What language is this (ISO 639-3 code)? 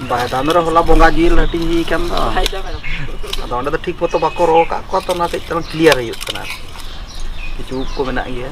sat